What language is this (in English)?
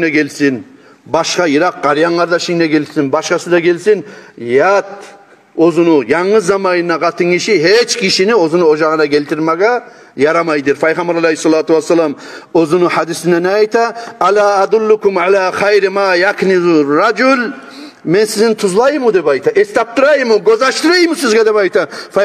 Kumyk